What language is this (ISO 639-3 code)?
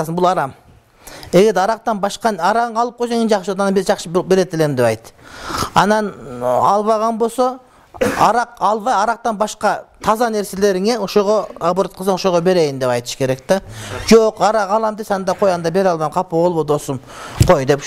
kir